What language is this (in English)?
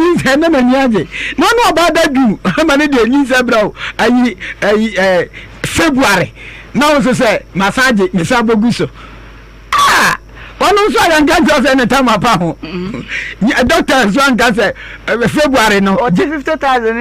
Akan